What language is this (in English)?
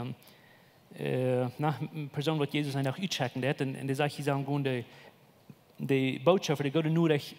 Plautdietsch